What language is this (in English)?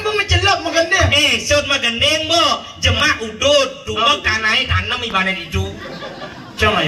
Balinese